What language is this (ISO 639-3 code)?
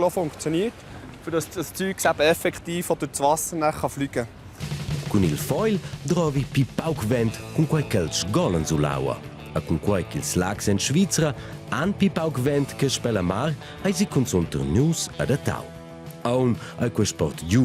roh